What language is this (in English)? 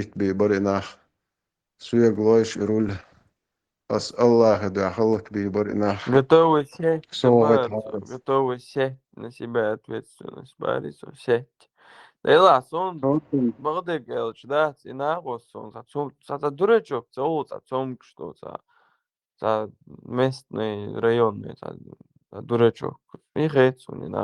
Chechen